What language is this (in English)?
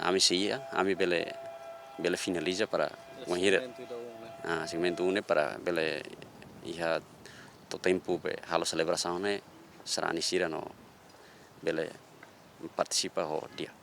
Tetum